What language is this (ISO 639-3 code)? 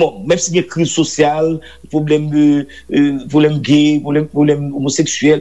hat